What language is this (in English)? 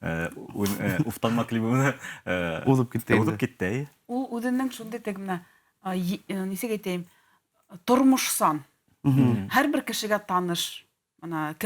Bashkir